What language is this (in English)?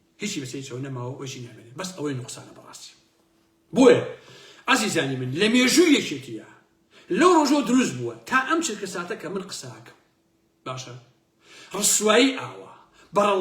Central Kurdish